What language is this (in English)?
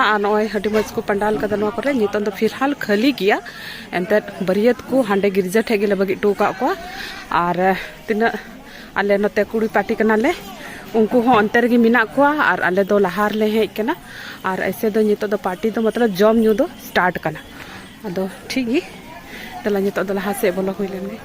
Santali